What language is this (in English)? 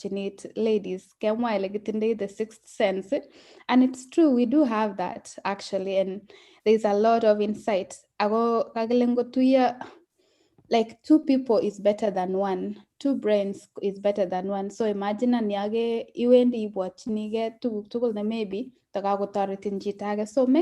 Kalenjin